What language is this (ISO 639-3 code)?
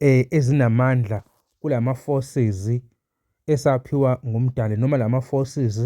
zul